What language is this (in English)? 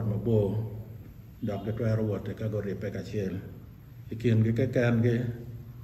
Acoli